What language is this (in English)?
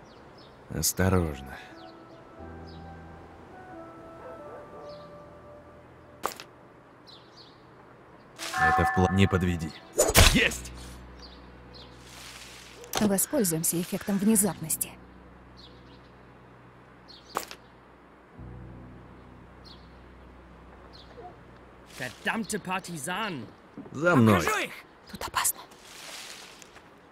Russian